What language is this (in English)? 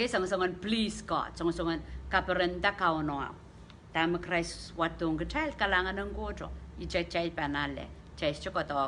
Pohnpeian